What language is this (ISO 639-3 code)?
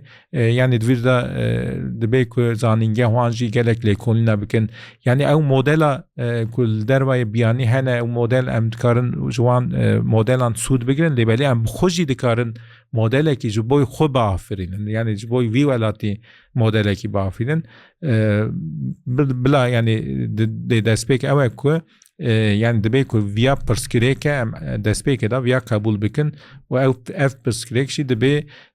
kur